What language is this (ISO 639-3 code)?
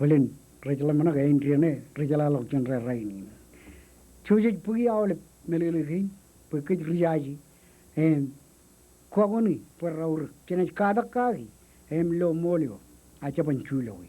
mah